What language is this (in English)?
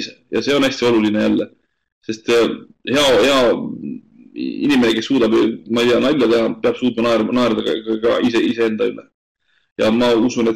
Estonian